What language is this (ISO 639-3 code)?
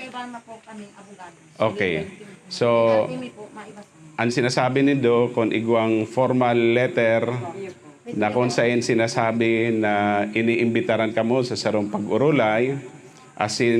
bik